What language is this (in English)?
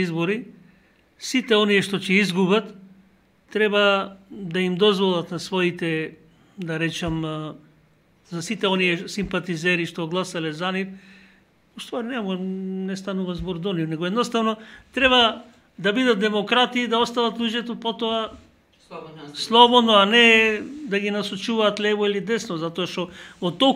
Macedonian